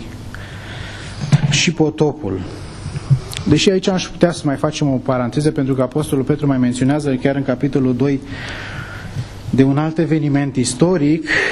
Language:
Romanian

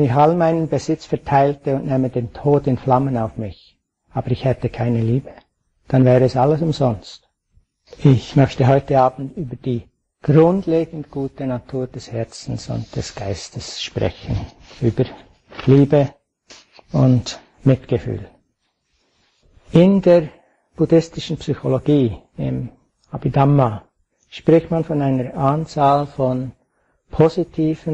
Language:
German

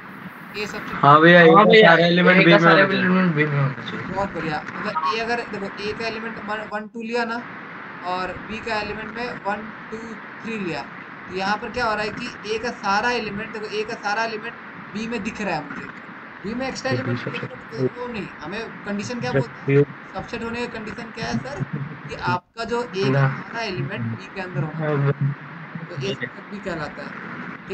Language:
Hindi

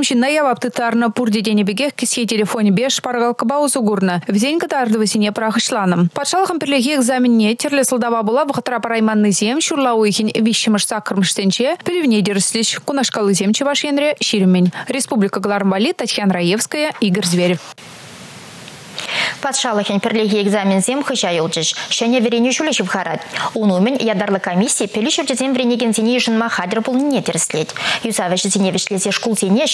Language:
Chuvash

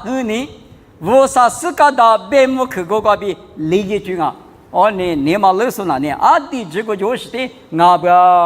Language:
Lisu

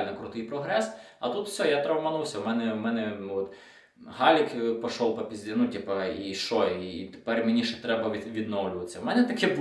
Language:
Ukrainian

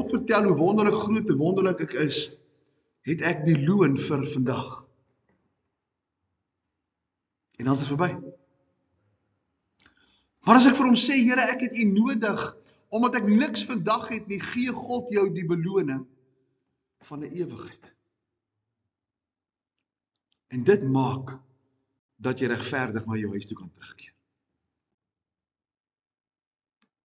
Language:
Afrikaans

